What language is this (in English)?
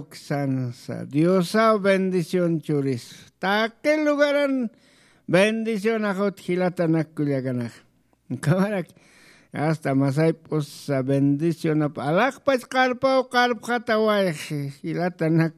Aymara